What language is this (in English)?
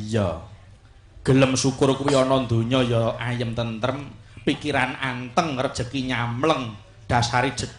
Javanese